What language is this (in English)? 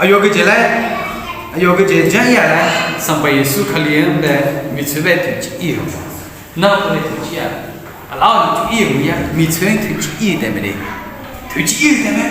Akha